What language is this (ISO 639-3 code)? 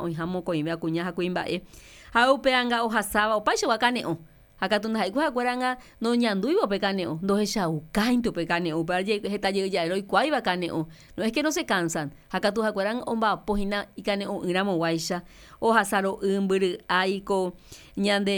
grn